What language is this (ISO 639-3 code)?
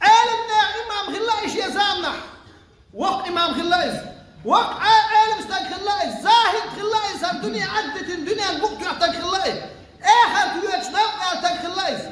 che